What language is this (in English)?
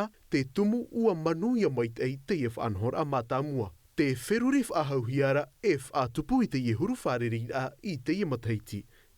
Tahitian